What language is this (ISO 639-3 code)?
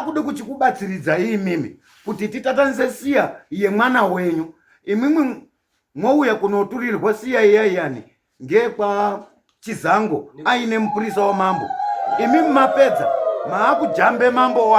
sna